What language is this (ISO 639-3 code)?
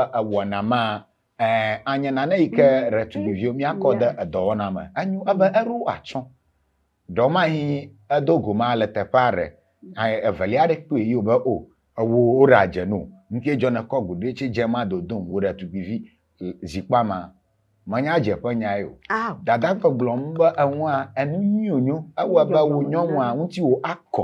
ewe